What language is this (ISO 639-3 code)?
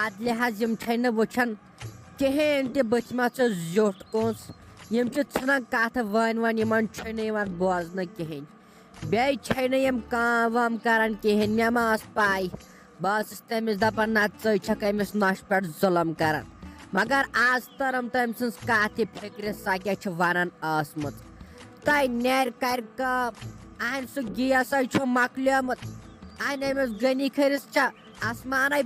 kas